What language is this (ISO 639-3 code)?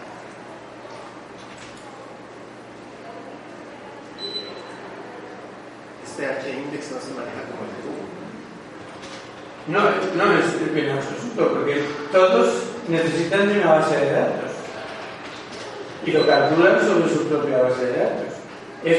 spa